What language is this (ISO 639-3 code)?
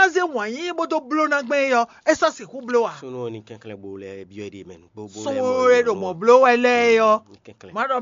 fon